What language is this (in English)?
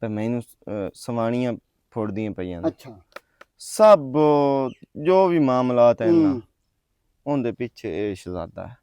Western Panjabi